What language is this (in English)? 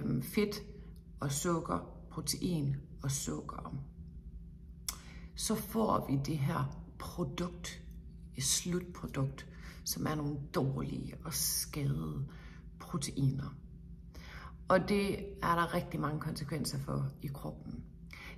Danish